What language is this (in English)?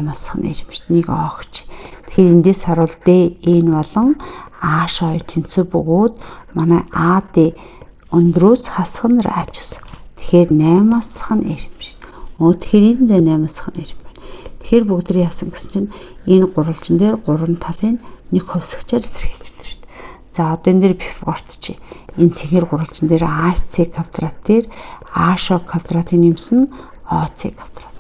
Mongolian